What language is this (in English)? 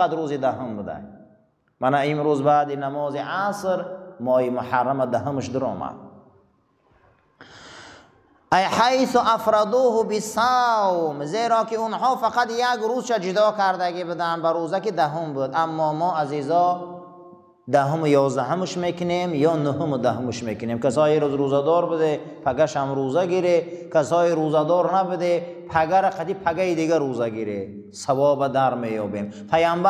Persian